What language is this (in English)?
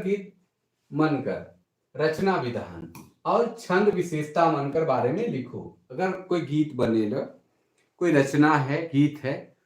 Sadri